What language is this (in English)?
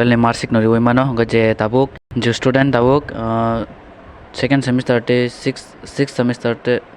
Kok Borok